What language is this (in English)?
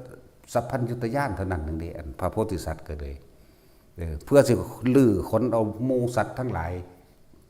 Northeastern Thai